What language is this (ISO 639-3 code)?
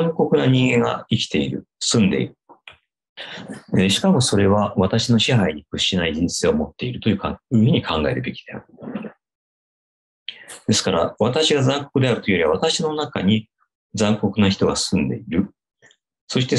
jpn